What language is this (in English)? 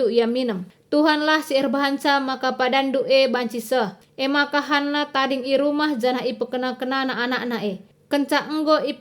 Batak Karo